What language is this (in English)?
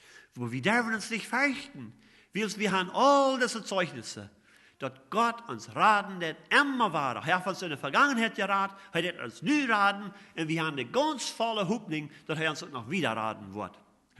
Plautdietsch